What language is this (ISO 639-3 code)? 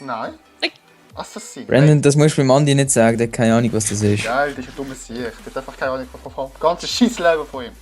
gsw